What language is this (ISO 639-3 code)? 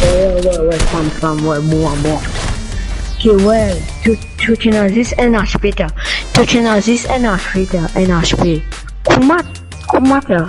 mfe